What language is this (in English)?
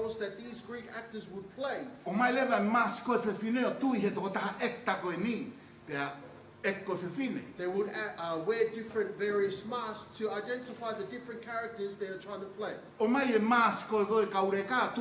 Tongan